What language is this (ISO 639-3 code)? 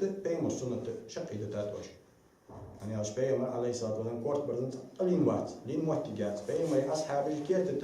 inh